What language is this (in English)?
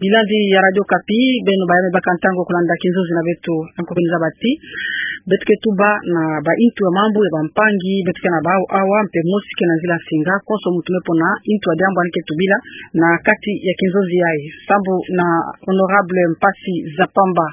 Kituba (Democratic Republic of Congo)